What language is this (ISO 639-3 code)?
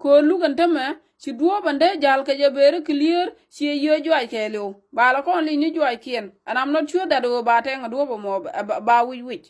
nus